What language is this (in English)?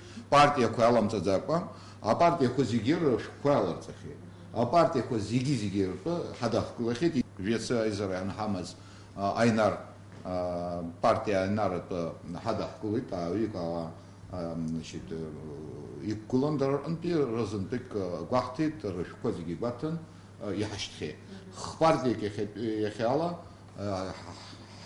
Abkhazian